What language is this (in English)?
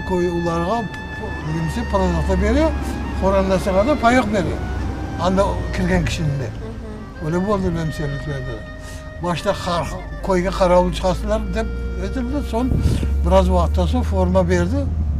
Crimean Tatar